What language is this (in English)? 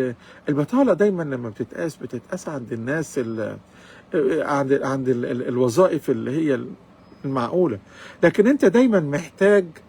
Egyptian Arabic